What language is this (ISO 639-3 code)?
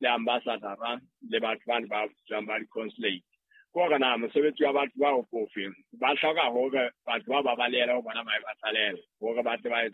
sot